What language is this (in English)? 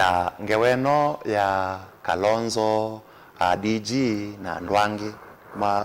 Kamba